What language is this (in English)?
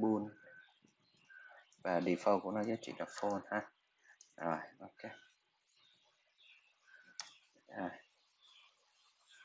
Vietnamese